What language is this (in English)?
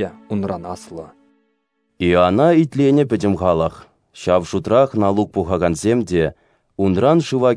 Chuvash